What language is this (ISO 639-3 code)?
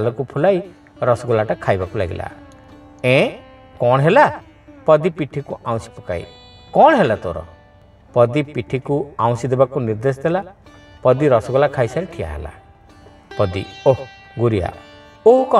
ori